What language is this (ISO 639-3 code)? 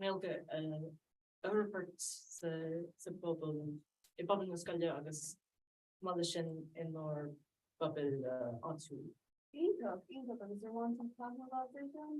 gle